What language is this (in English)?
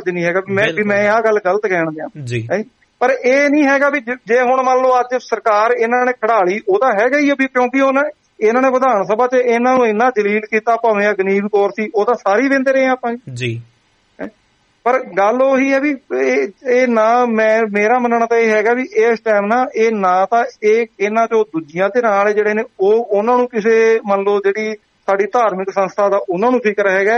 Punjabi